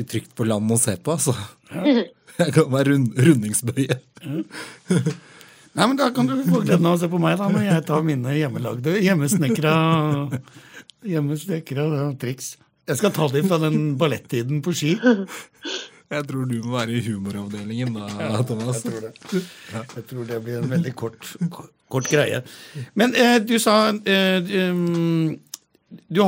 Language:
Norwegian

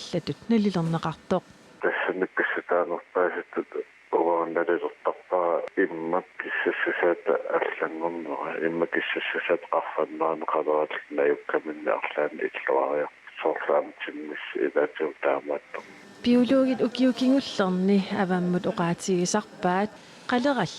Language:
Kalaallisut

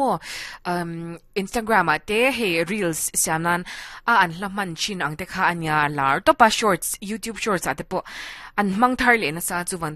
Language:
Mizo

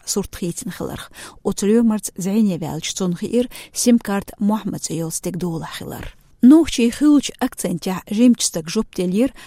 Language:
Chechen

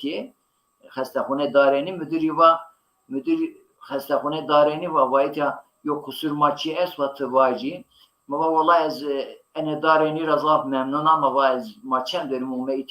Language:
Zaza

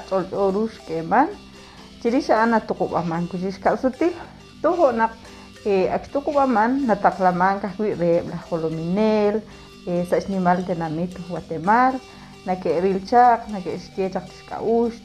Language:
Kekchí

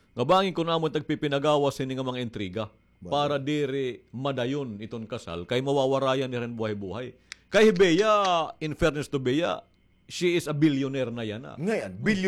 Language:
Waray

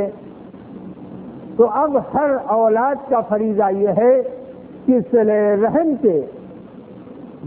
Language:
Urdu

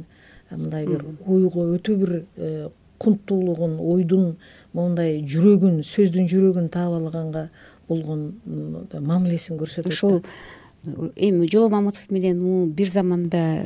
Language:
Kyrgyz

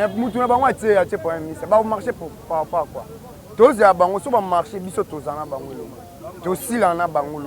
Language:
Lingala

